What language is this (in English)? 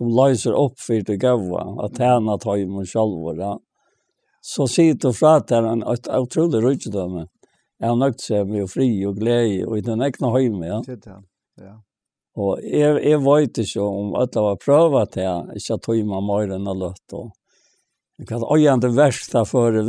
Faroese